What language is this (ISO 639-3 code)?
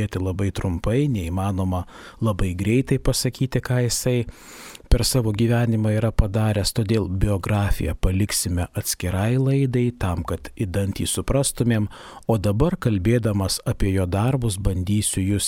lit